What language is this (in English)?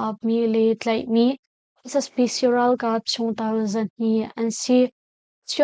Hakha Chin